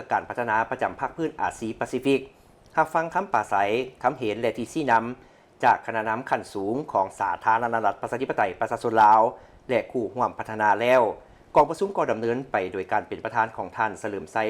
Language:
Lao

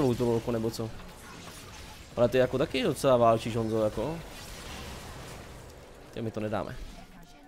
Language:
Czech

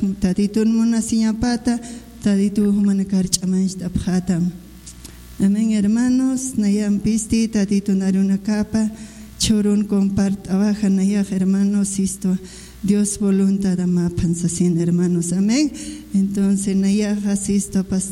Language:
Aymara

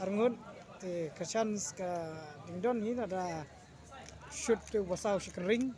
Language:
Khasi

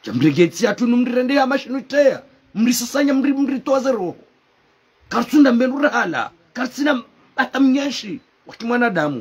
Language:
Ngazidja Comorian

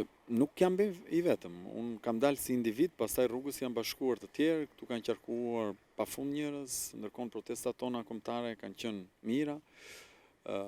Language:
Albanian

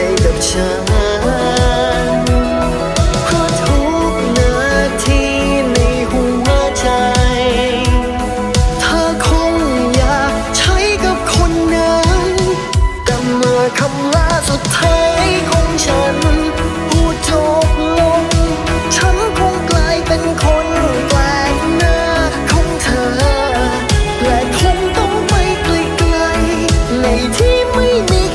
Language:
Thai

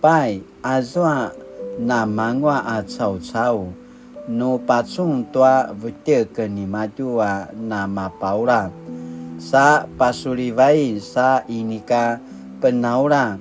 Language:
Paiwan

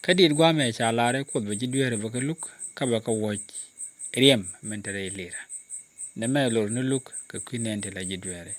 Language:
Nuer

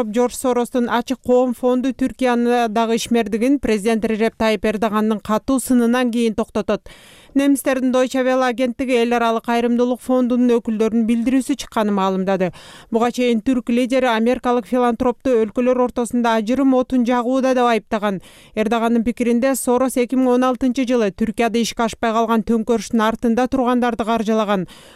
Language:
Kyrgyz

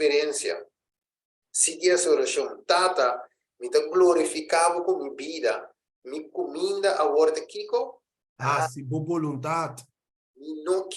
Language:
Papiamento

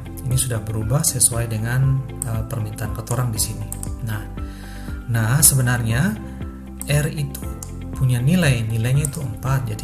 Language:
Ambonese Malay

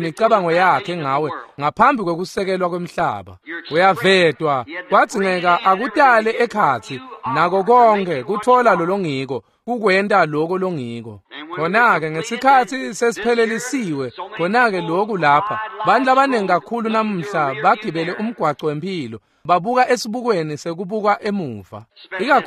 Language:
Swati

